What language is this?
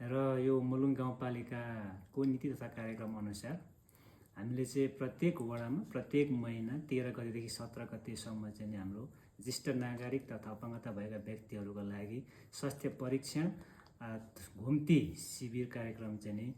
Nepali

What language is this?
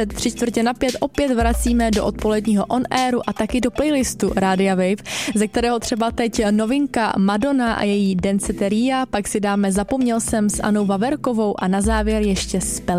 Czech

